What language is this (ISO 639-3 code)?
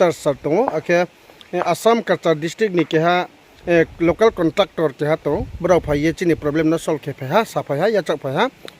ria